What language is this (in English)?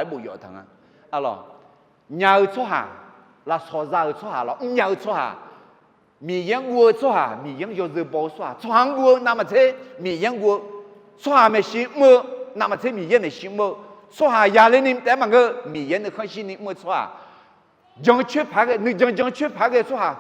Akha